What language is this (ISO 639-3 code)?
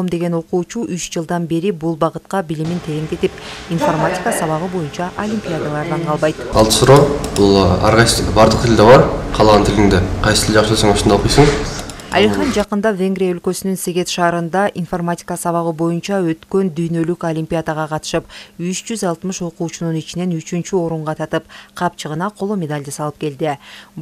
kir